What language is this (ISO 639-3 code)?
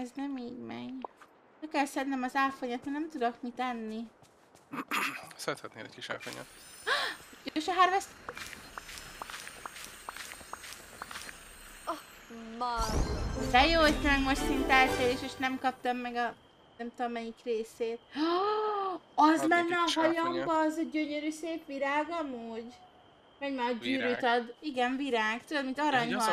hun